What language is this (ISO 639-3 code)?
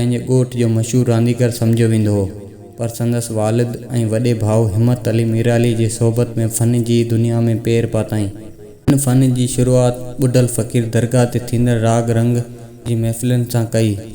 snd